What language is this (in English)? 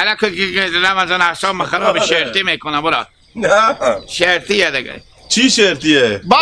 Hazaragi